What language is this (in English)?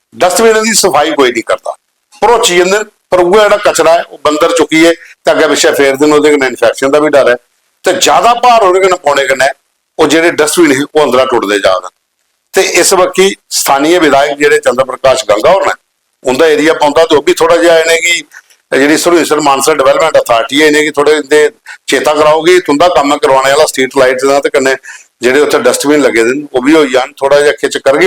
Dogri